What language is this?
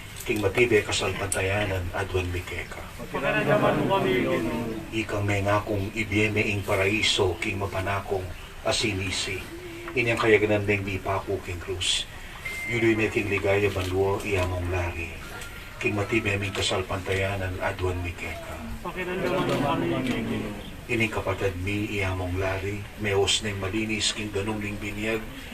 Pampanga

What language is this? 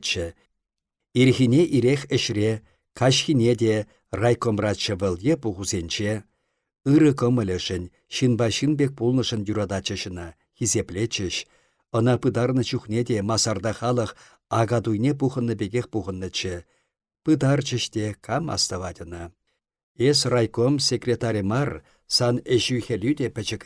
Chuvash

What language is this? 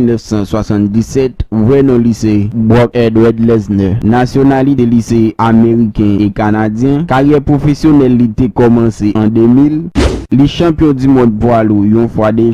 Haitian Creole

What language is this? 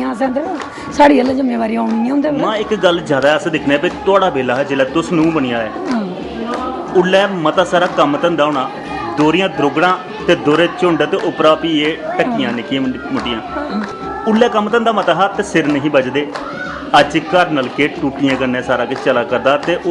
Dogri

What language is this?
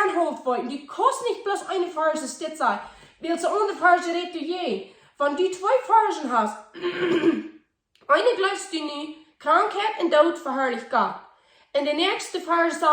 Plautdietsch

